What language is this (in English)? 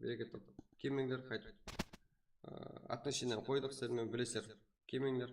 Kara-Kalpak